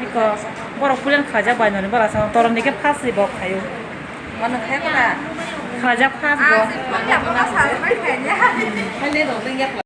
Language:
Kok Borok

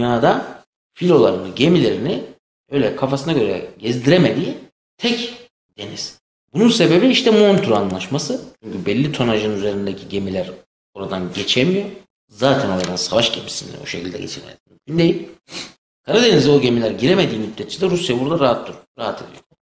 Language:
Turkish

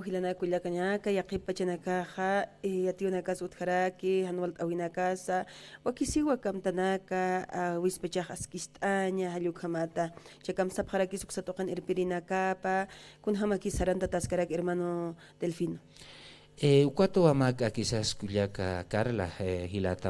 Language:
Aymara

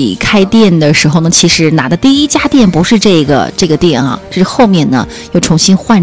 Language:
Chinese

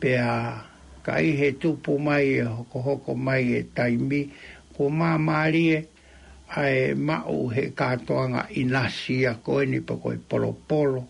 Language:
Tongan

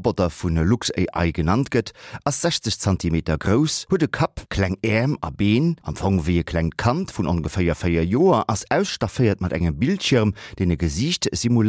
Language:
Luxembourgish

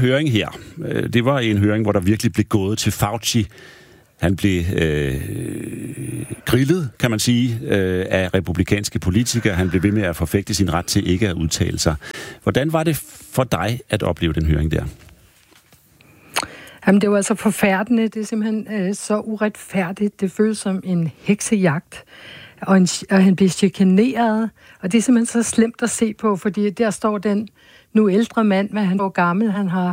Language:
Danish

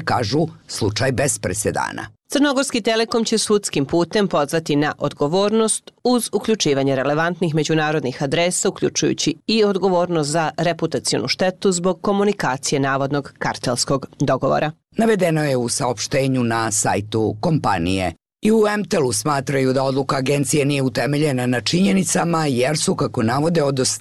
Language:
Bosnian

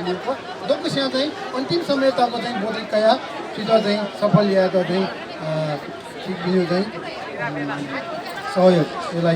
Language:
Newari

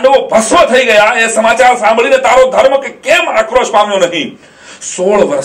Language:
Gujarati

